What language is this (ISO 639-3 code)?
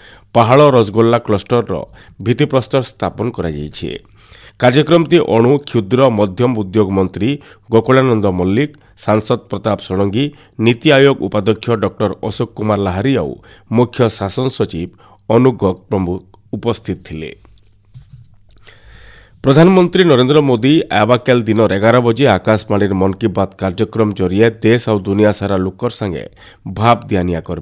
ori